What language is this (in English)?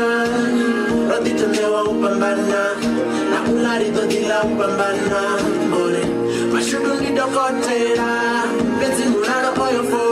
Venda